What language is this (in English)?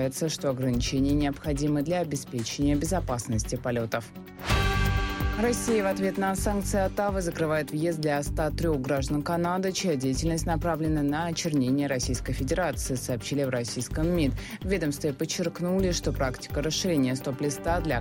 Russian